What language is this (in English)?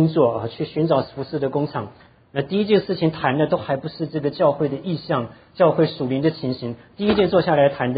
Chinese